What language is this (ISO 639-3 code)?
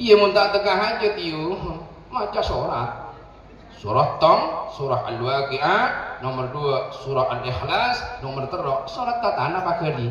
mad